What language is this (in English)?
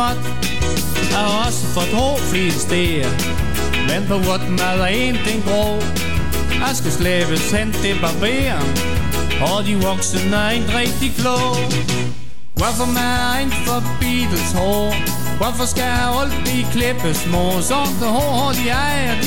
Danish